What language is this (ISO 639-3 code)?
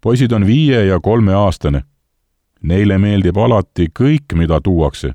est